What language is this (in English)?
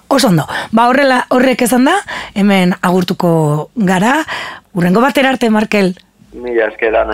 Basque